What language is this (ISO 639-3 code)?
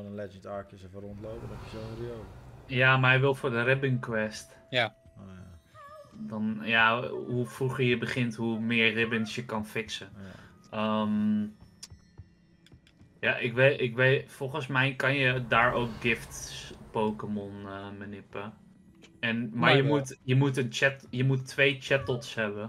nld